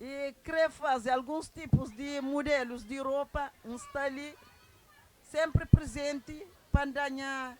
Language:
Kabuverdianu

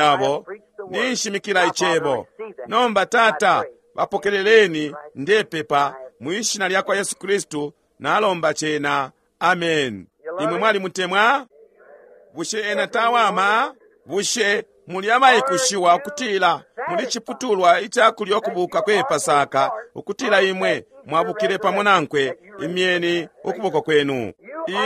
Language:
Bemba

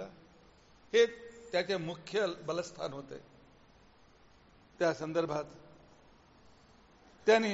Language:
Marathi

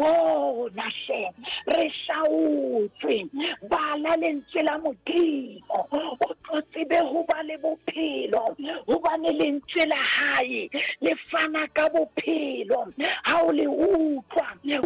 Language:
Southern Sotho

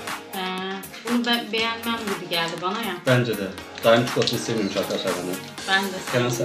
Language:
Turkish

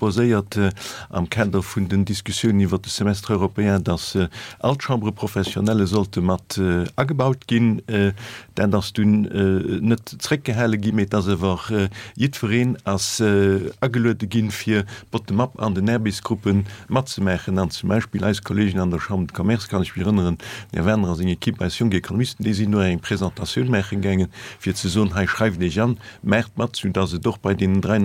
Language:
Luxembourgish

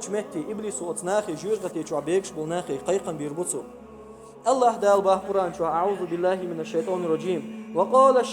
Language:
Chechen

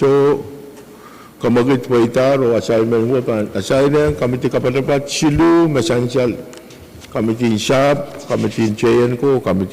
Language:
Pohnpeian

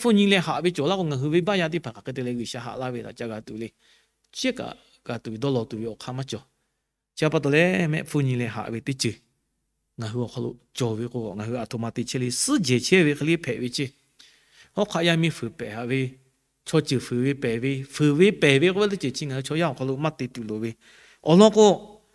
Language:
Lahu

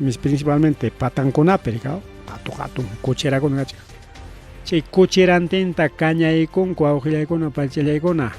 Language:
Ayacucho Quechua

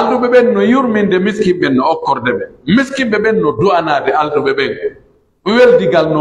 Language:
Pular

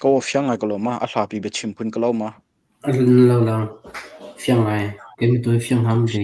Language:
Hakha Chin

